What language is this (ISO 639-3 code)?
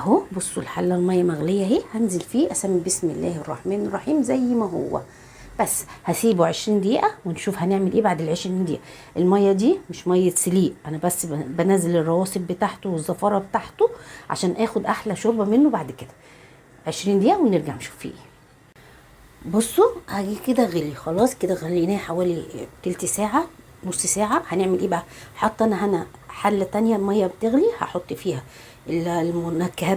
arz